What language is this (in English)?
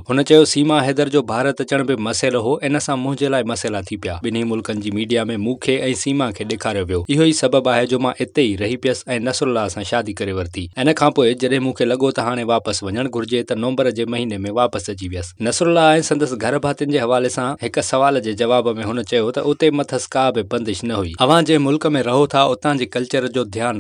Sindhi